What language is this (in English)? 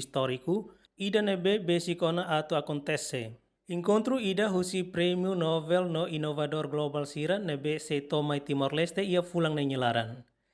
Tetum